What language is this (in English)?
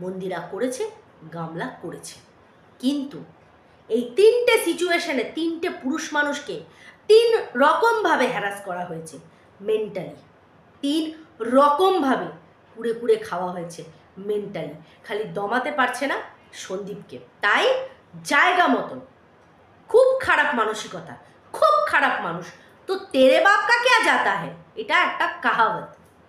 Bangla